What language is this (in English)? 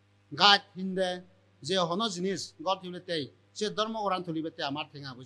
Chakma